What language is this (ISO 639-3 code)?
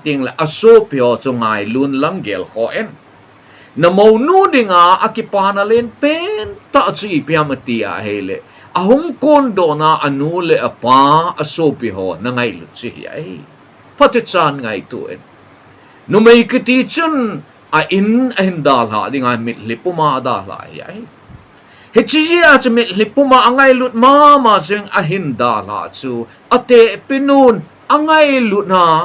tcz